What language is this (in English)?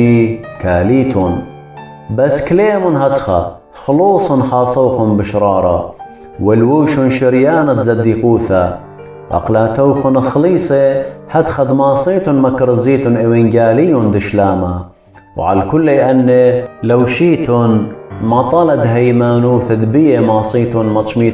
Assyrian Neo-Aramaic